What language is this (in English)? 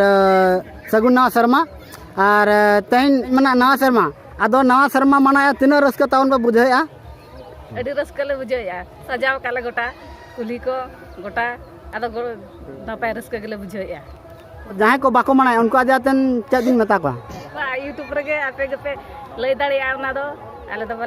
Santali